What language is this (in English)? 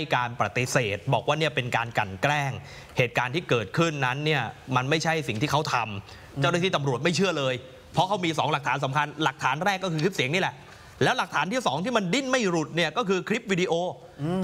Thai